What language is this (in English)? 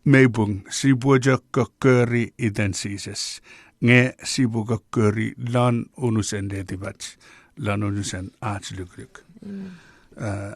Chuukese